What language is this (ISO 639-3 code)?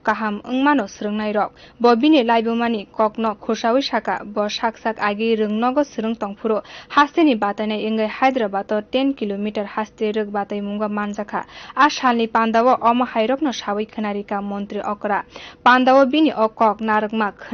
trp